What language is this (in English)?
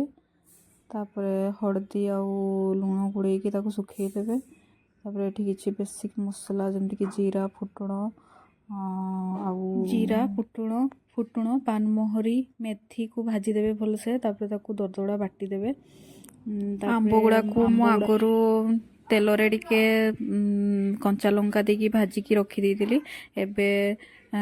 Odia